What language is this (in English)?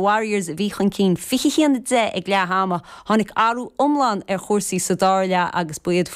Irish